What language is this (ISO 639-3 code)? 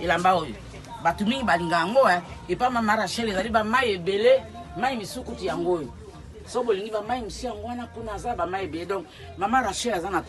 lin